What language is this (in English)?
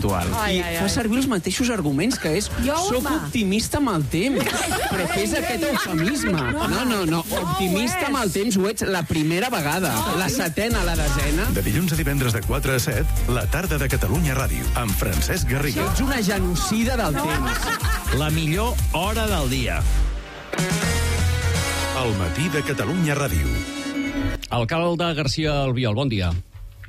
Catalan